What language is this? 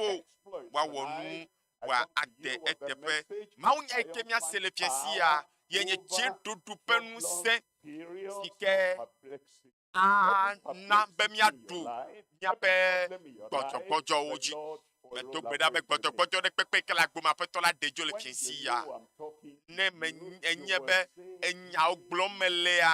Ewe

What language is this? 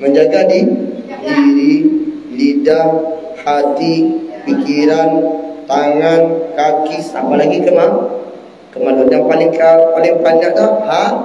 Minangkabau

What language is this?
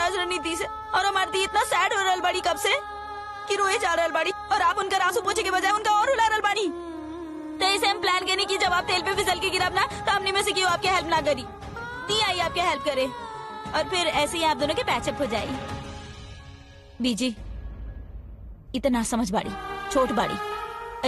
Bhojpuri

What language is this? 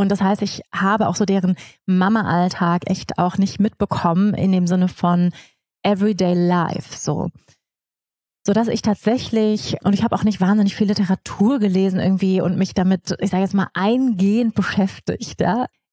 German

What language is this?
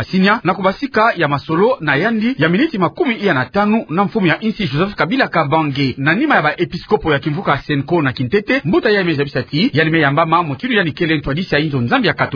Kituba (Democratic Republic of Congo)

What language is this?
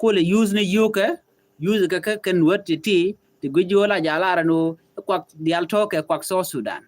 Nuer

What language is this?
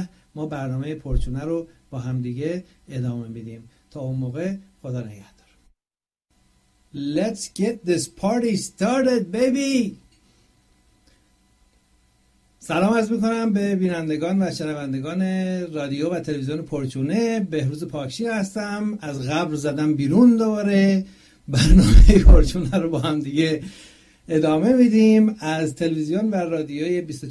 Persian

